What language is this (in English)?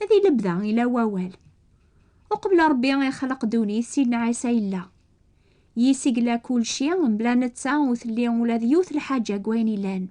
Kabyle